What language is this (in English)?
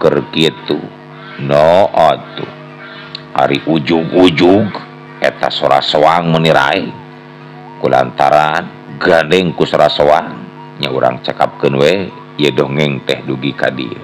Sundanese